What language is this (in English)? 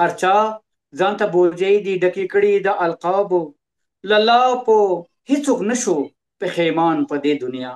Pashto